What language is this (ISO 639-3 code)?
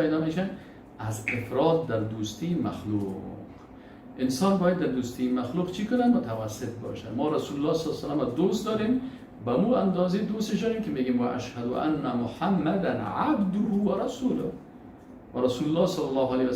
fas